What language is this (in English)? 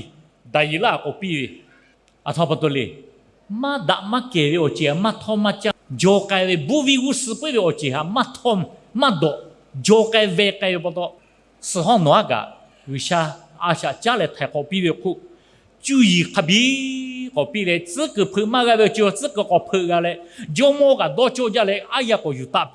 Lahu